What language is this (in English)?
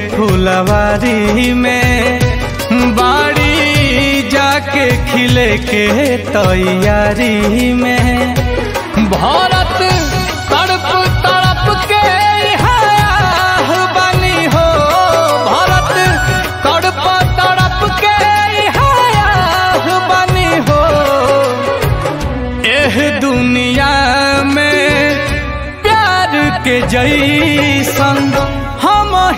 Bhojpuri